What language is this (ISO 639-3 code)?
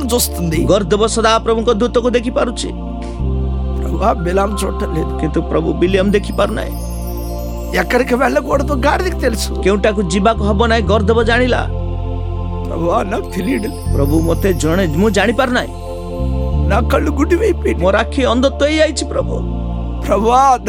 ori